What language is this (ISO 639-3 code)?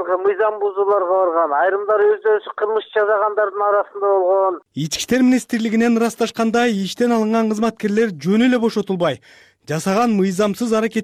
kir